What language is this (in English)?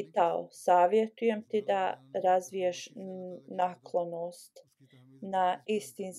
Bosnian